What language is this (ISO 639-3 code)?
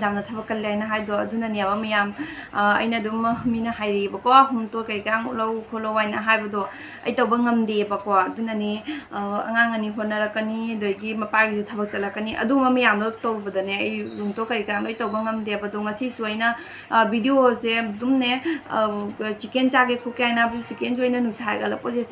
mni